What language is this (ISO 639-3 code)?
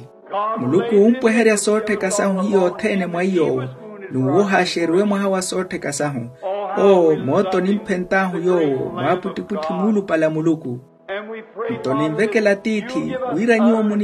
vmw